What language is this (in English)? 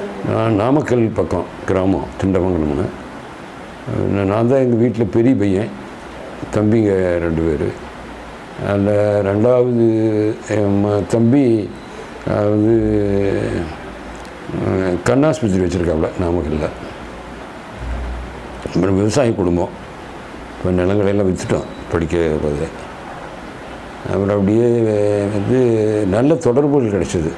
Tamil